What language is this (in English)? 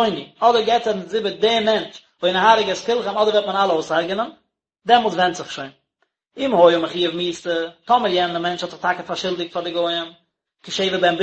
Yiddish